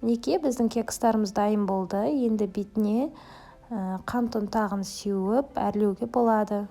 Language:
Kazakh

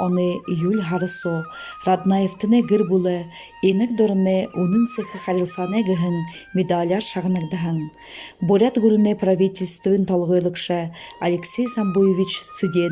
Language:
Buriat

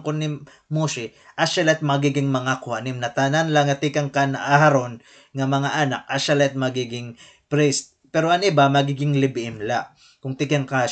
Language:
Waray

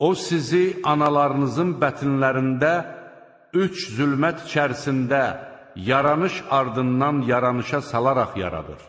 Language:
Azerbaijani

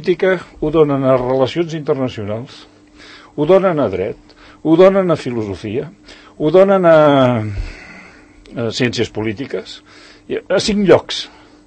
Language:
Catalan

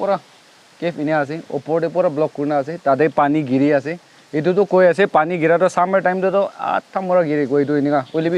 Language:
Naga Pidgin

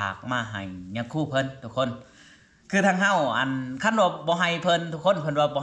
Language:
Lao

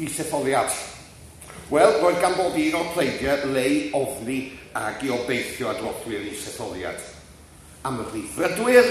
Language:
Welsh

